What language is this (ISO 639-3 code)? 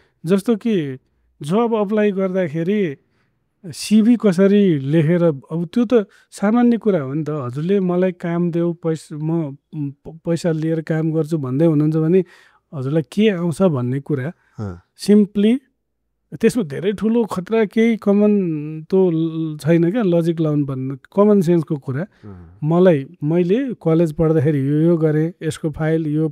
nep